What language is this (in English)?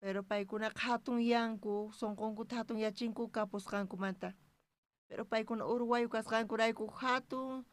South Bolivian Quechua